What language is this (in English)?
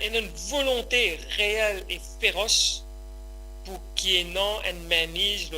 Morisyen